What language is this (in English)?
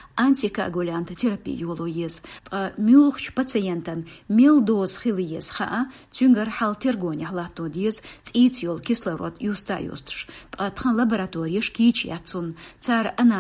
Chechen